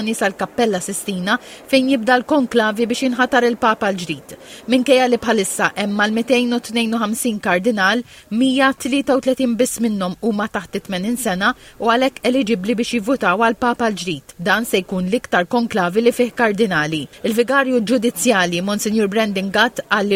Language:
Maltese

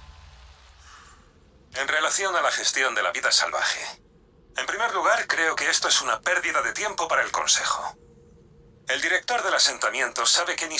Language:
Spanish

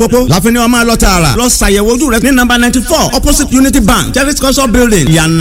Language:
Yoruba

